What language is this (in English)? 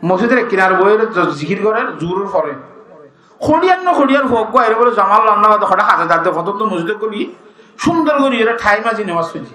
Rohingya